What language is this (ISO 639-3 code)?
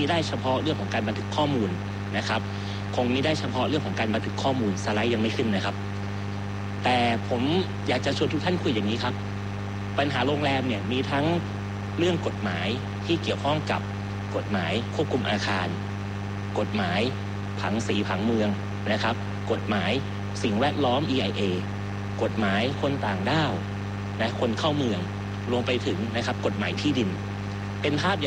tha